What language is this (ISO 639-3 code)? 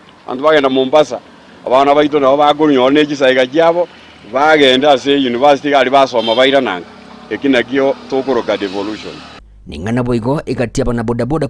guz